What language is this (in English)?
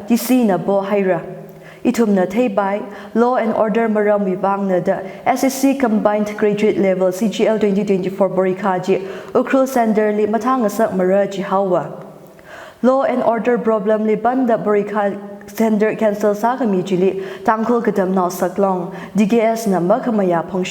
Tangkhul Naga (India)